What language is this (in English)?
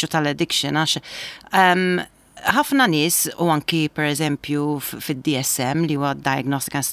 Maltese